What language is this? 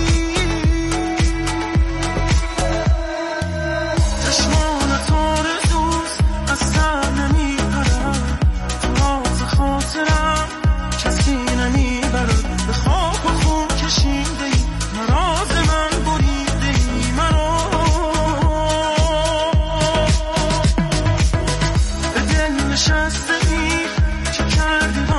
Persian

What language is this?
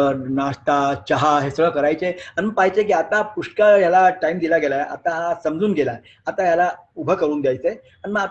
Marathi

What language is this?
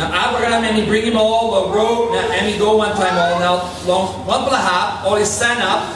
Tok Pisin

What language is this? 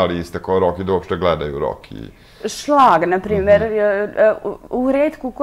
Serbian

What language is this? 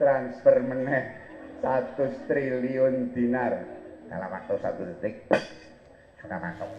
Javanese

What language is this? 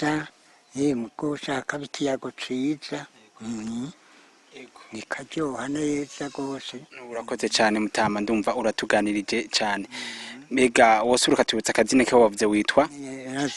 Rundi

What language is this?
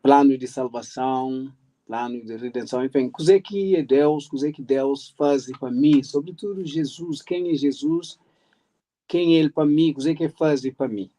Kabuverdianu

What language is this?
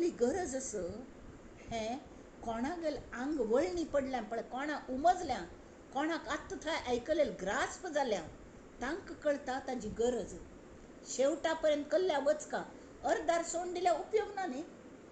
Konkani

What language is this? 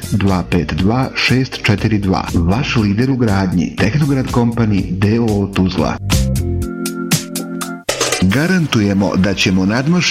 Bosnian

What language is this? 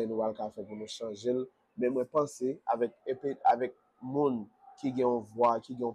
Haitian Creole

